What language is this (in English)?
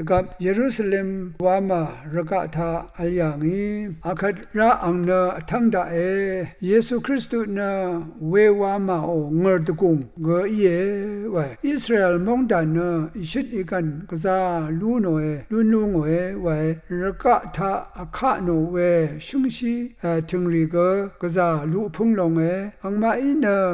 Rawang